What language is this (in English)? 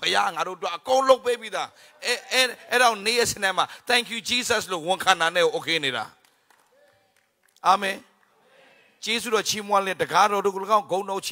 Burmese